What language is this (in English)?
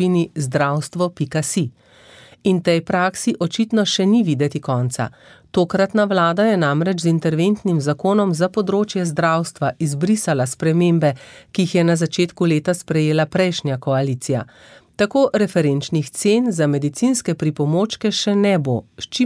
Slovenian